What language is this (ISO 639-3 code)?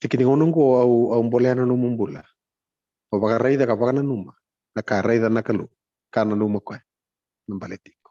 fij